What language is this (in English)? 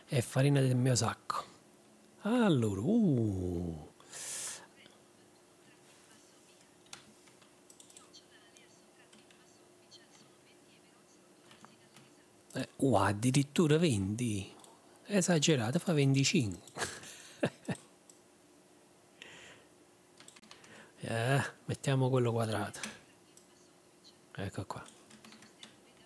Italian